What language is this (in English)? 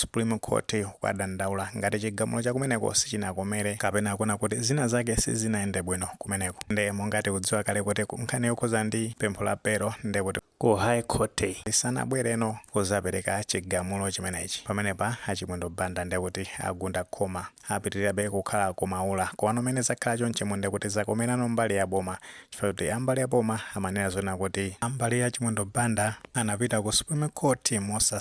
Nyanja